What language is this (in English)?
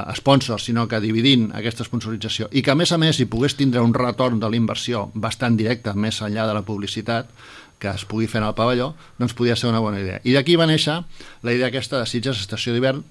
Catalan